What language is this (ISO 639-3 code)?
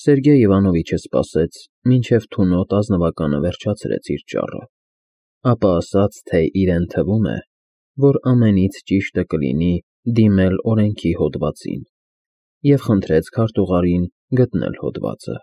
hye